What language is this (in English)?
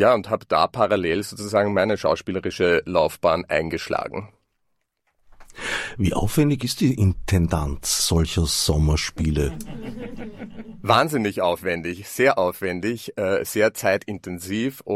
German